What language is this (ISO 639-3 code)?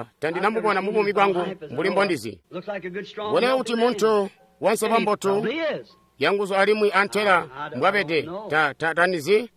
toi